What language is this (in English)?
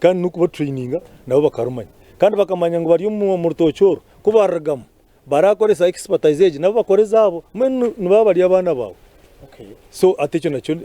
Nyankole